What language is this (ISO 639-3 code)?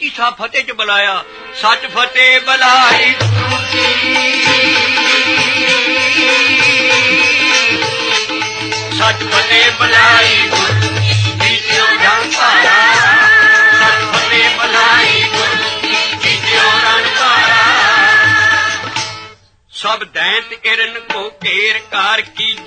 pan